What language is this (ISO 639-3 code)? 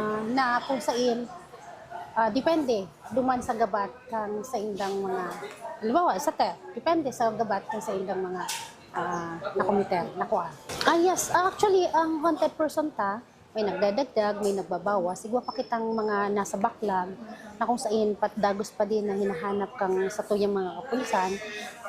bik